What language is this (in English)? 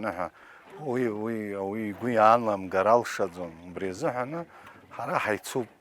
Abkhazian